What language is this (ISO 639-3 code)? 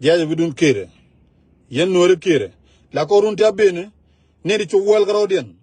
nus